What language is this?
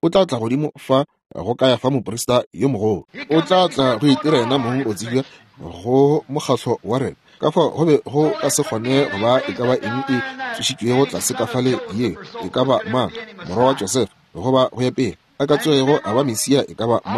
Northern Sotho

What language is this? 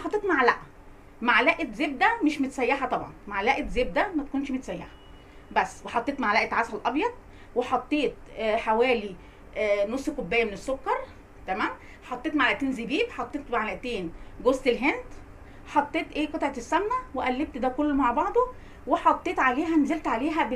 Egyptian Arabic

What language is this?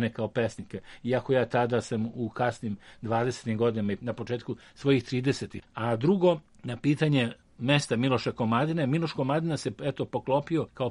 Serbian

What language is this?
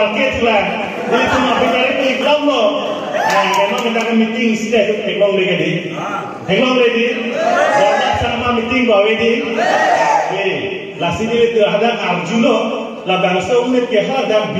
Karbi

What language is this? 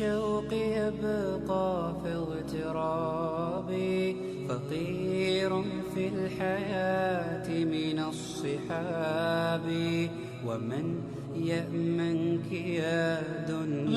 Dargwa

